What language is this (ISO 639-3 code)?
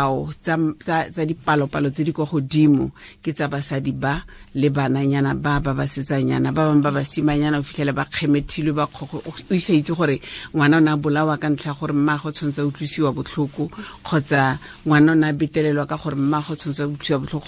tsn